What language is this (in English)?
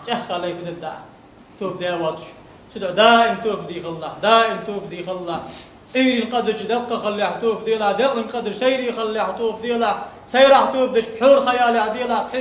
Ingush